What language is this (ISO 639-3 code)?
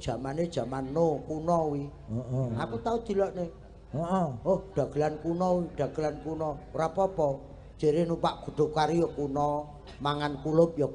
jav